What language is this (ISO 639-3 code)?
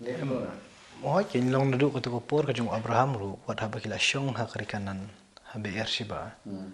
kha